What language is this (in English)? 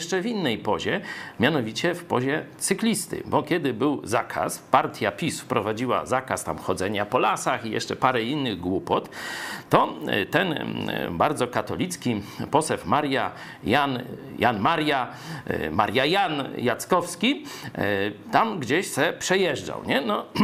Polish